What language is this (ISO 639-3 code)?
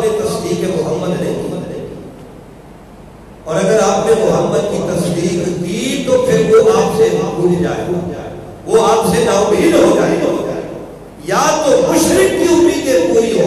urd